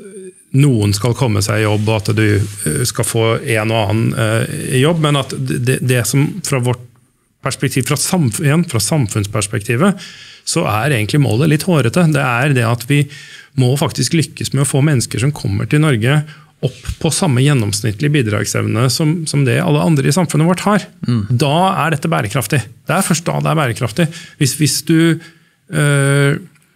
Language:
Norwegian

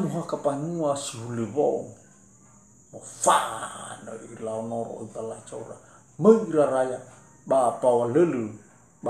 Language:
Nias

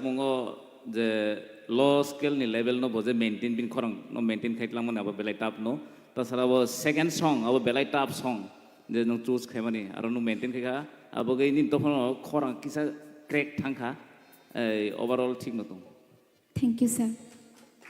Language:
Kok Borok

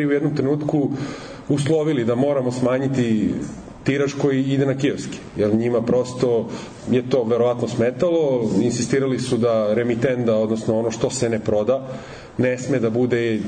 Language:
Serbian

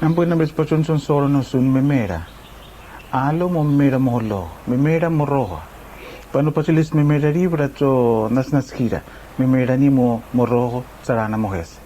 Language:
Araki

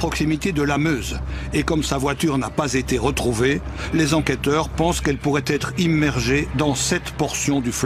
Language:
French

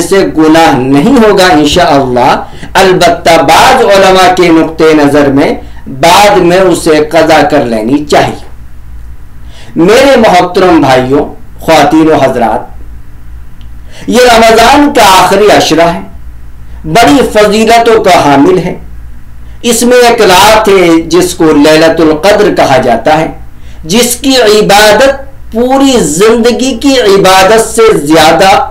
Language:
Urdu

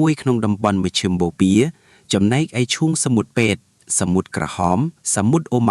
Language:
Khmer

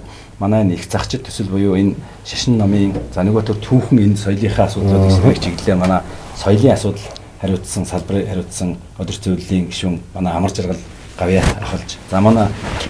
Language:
Mongolian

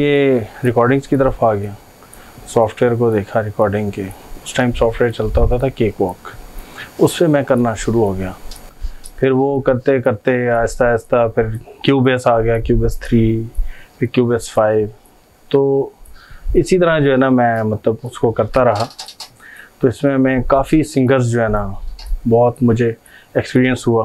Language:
Hindi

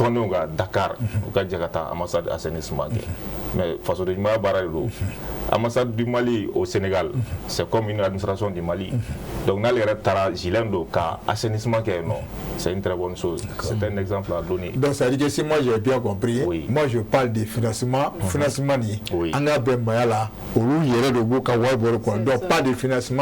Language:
Bambara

